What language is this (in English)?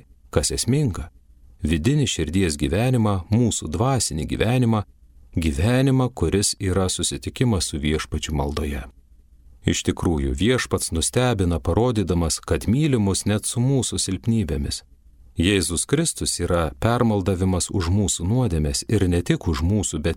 Lithuanian